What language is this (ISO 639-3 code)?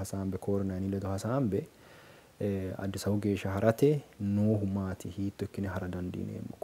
sid